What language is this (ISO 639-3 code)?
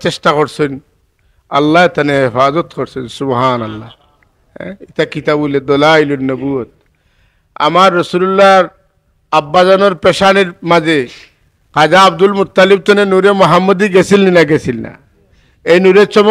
syl